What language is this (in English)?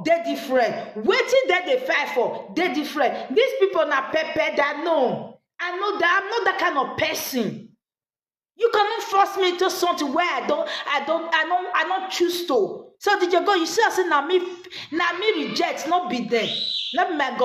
Nigerian Pidgin